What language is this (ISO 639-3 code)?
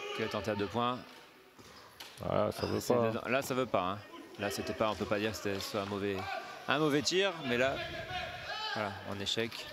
fra